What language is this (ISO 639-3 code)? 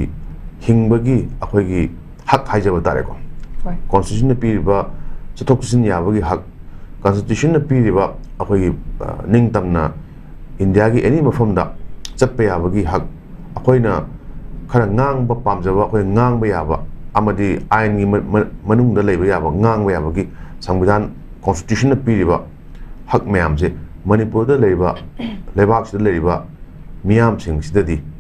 mni